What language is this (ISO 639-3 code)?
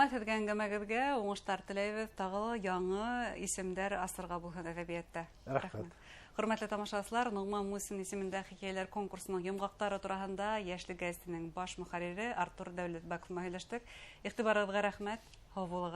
bak